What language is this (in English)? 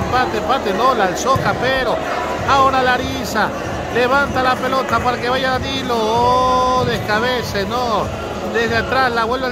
Spanish